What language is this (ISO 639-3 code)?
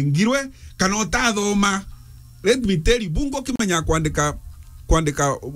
mer